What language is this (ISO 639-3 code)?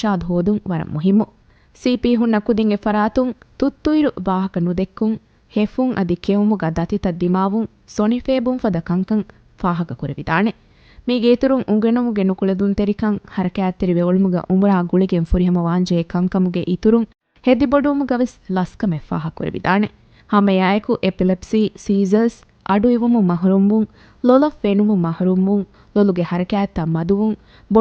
div